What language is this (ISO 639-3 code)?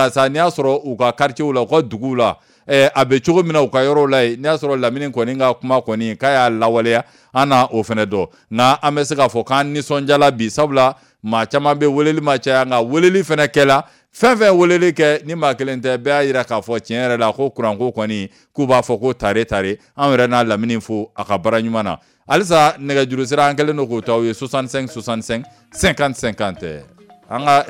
bam